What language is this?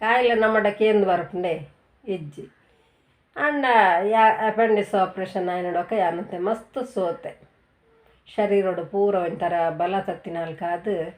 Tulu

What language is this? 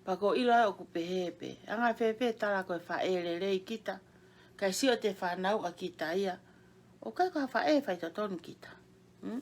Tongan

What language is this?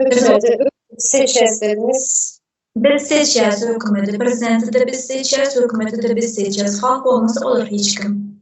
Turkmen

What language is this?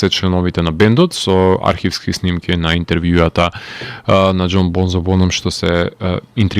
Macedonian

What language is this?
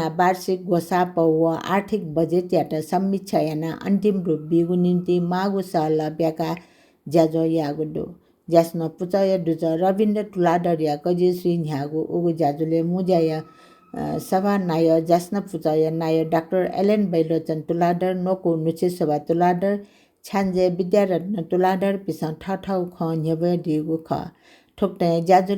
Newari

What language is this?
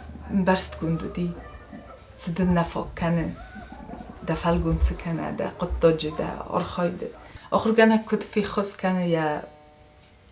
Ossetic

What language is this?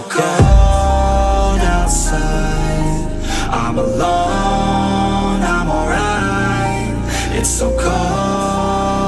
English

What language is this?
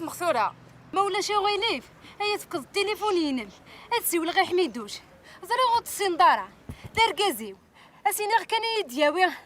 Kabyle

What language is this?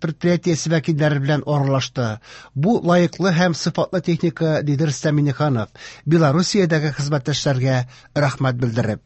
Tatar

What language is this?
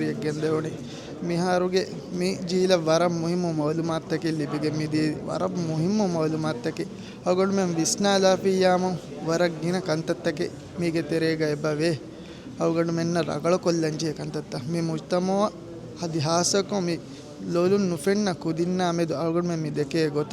Divehi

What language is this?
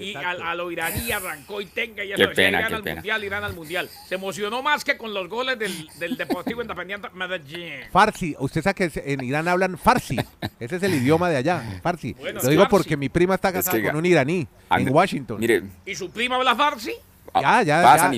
Spanish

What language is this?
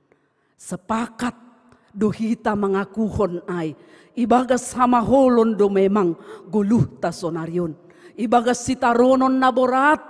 Batak Simalungun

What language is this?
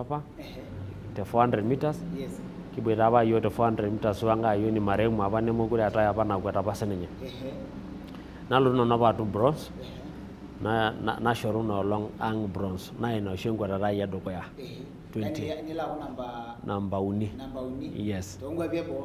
Masai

